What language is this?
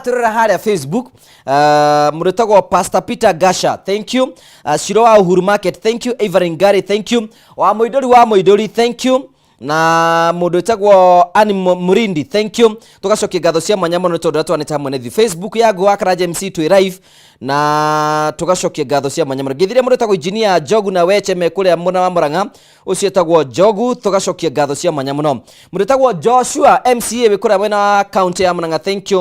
Kikuyu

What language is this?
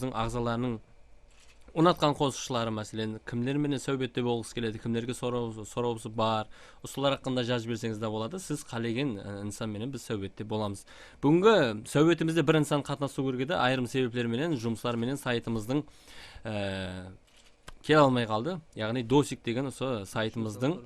Kara-Kalpak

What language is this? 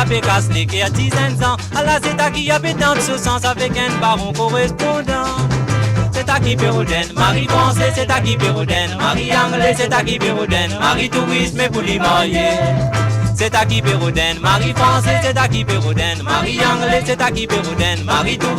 Morisyen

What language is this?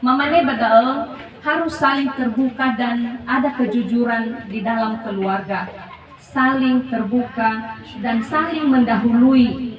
Nias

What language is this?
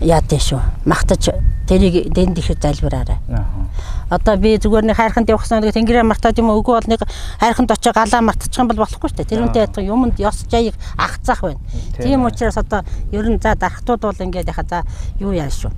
Mongolian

